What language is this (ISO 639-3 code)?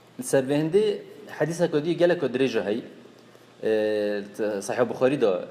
kur